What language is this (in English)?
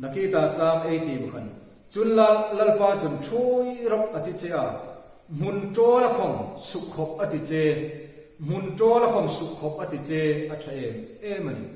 Hmar